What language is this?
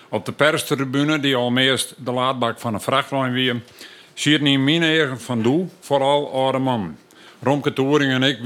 Western Frisian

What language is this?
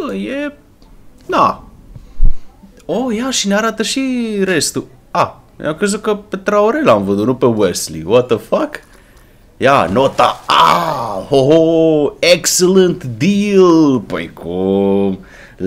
Romanian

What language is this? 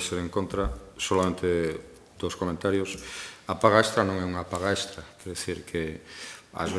Galician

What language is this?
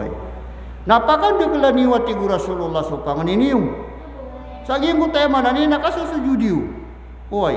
Maranao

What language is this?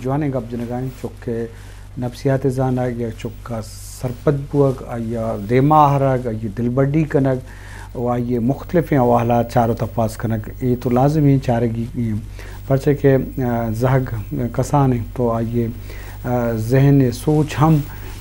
Eastern Balochi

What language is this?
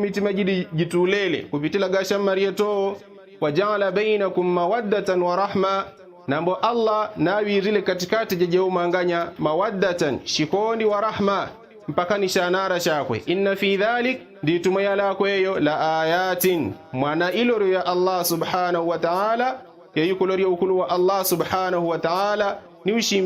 Yao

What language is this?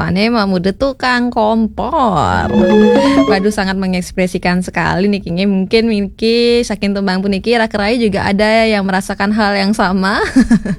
Balinese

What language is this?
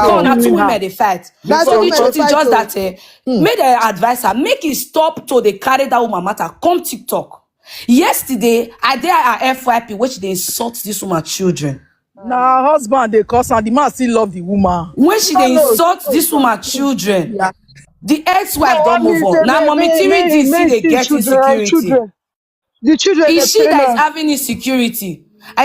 Nigerian Pidgin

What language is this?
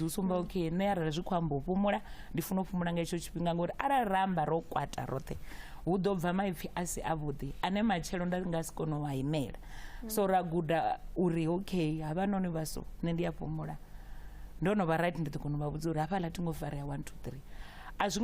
Venda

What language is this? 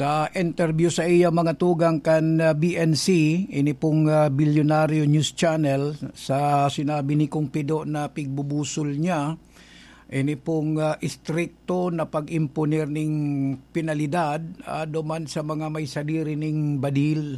Bikol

